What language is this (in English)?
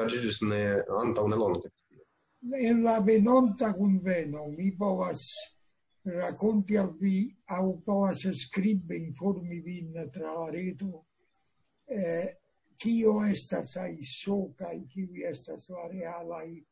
Esperanto